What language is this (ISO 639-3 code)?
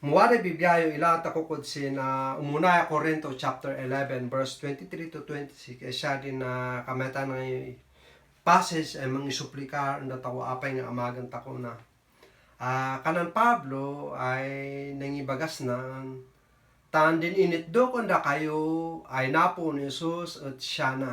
kne